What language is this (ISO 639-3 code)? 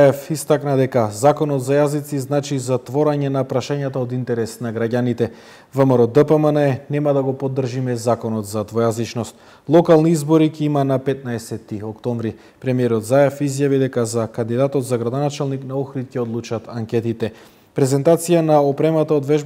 mkd